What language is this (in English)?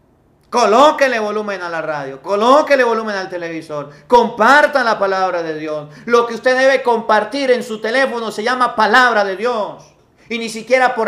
Spanish